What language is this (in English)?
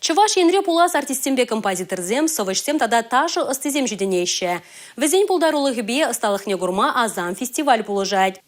Chuvash